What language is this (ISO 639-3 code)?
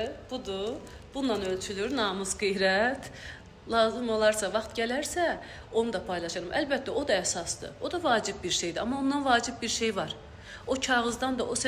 aze